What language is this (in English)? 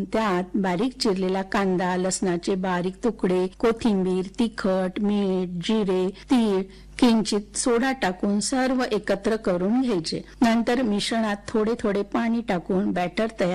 Marathi